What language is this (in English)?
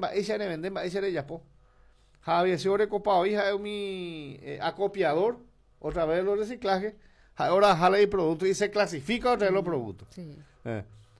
Guarani